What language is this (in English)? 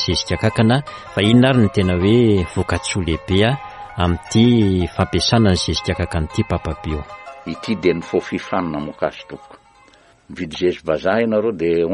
Malagasy